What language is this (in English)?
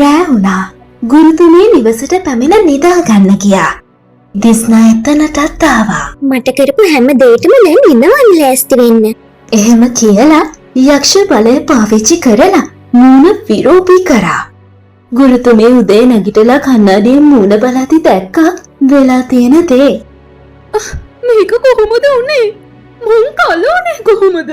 Sinhala